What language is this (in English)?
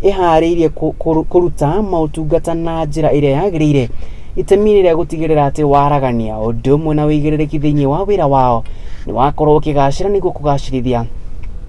Kikuyu